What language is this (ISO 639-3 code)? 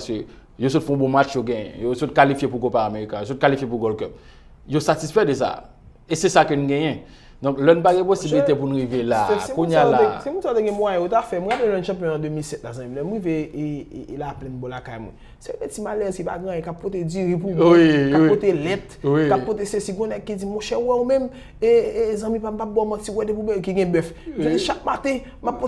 hat